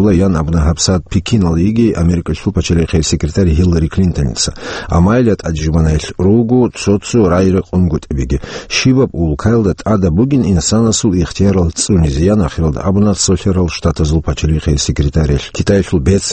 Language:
Avaric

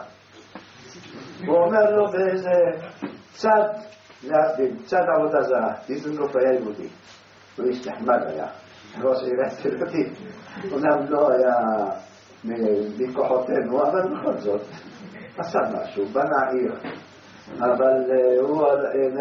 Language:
Hebrew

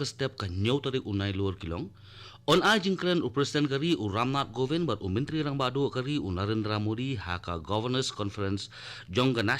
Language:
Khasi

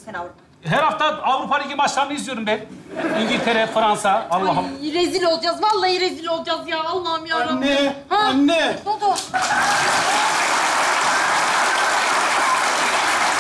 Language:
Turkish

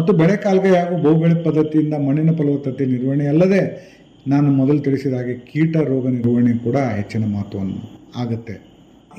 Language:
Kannada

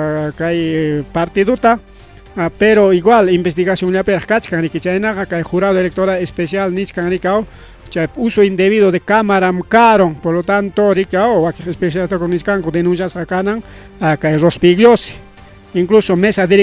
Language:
Ayacucho Quechua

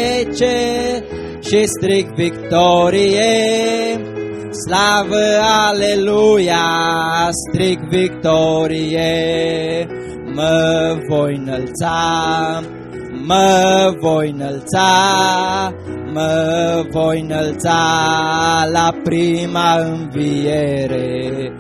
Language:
Romanian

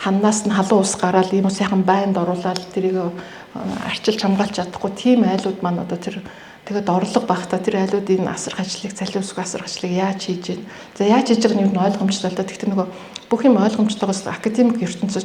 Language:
Mongolian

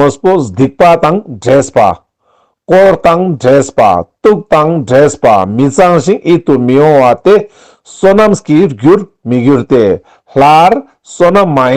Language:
Ladakhi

